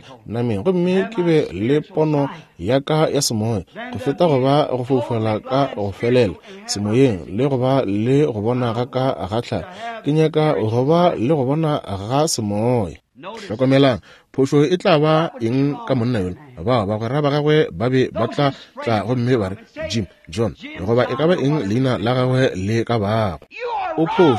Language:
Northern Sotho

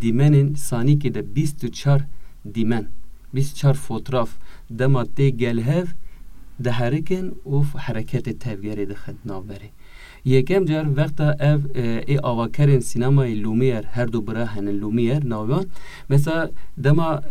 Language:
Kurdish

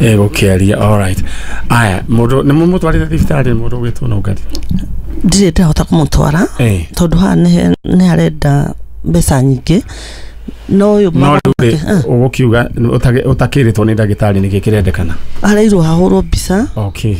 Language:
Kikuyu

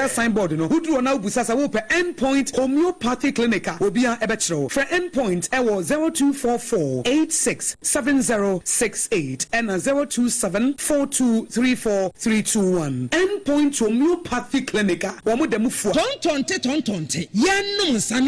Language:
Akan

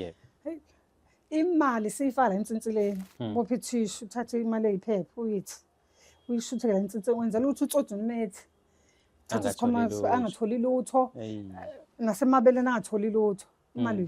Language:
Zulu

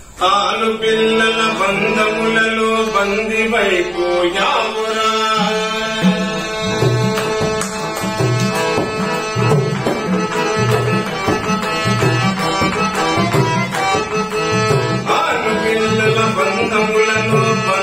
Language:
Telugu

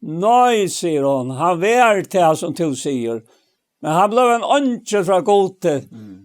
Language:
Faroese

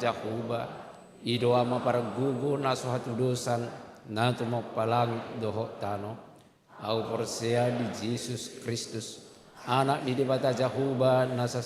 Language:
Batak Toba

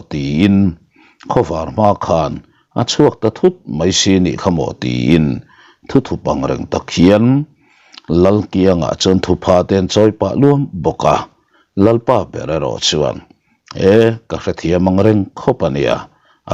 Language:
Mizo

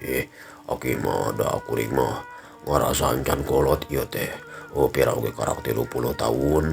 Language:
Sundanese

